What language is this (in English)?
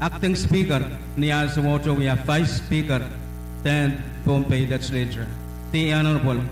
Pohnpeian